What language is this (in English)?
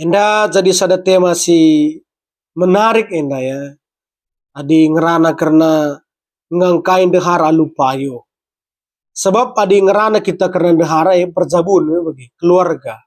Batak Karo